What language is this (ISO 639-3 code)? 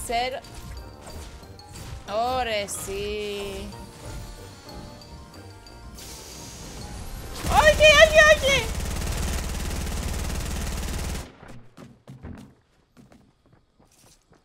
ell